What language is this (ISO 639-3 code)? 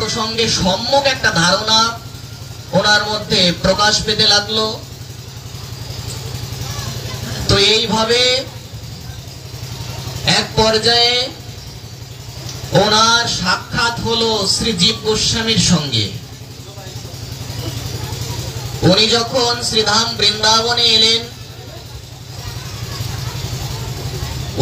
ben